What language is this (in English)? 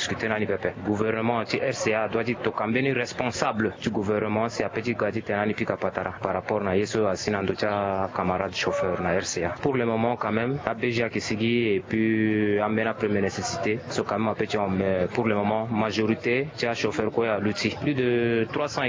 Sango